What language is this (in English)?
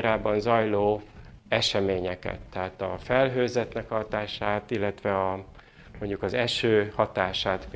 Hungarian